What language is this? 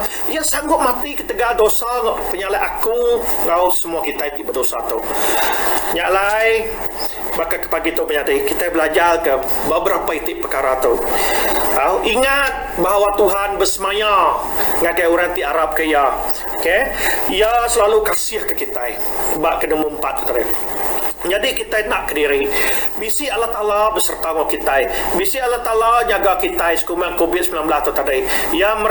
Iban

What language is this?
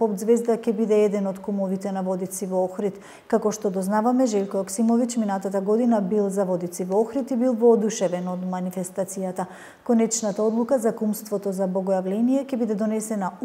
Macedonian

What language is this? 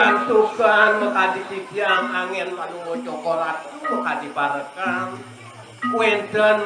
Balinese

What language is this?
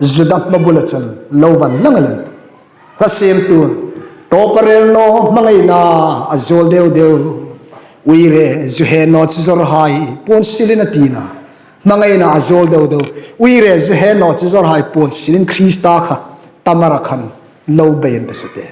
Hmar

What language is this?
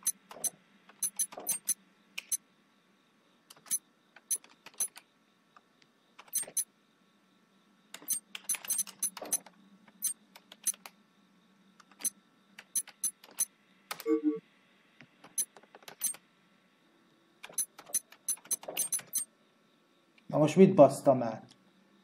Hungarian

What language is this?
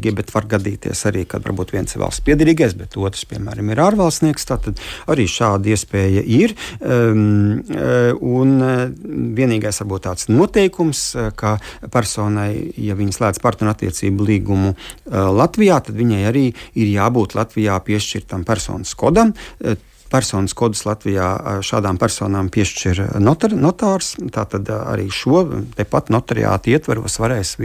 Latvian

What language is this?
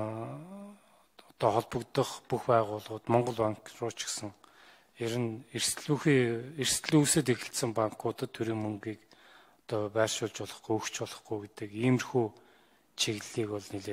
Mongolian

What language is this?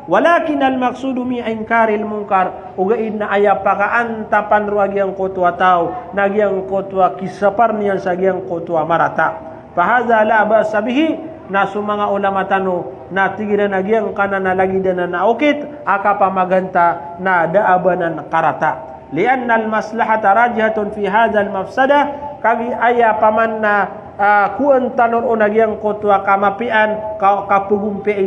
Maranao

